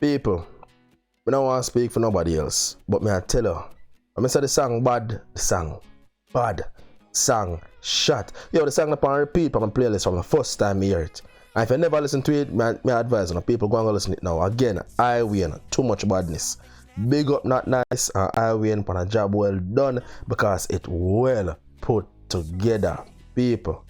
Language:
Jamaican Creole English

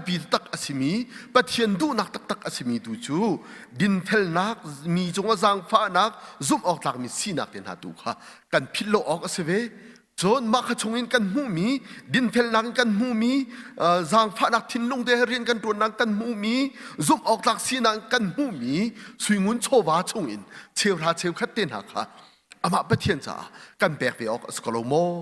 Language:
Hakha Chin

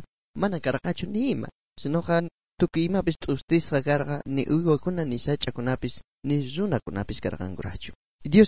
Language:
South Bolivian Quechua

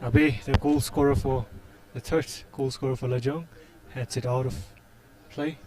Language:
Tangkhul Naga (India)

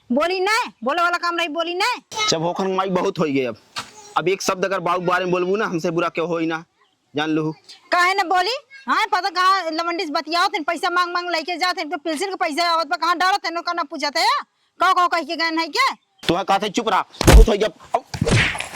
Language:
Awadhi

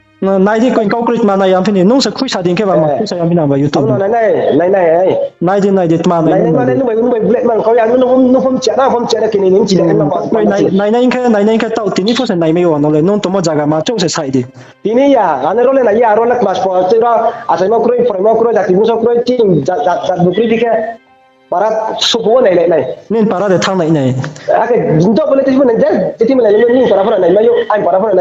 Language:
Riang (India)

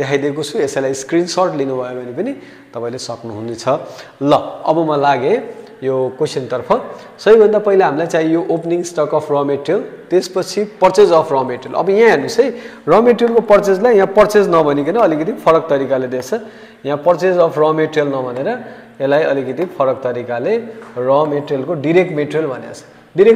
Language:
Nepali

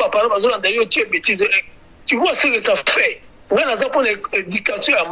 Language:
Lingala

